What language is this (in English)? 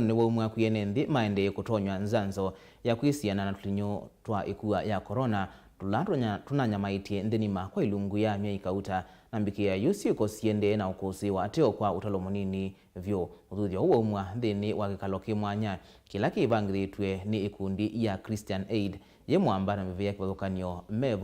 Kamba